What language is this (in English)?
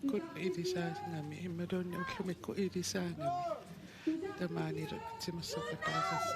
Kalaallisut